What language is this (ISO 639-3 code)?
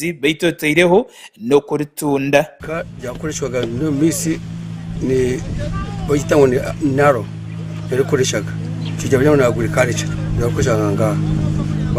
nyn